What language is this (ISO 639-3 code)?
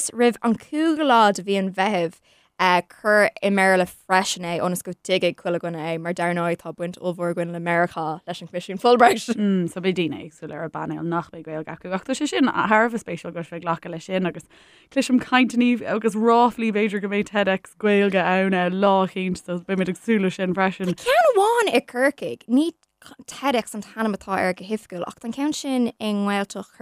gle